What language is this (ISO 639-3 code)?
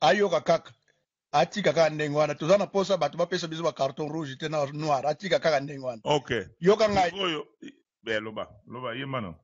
lin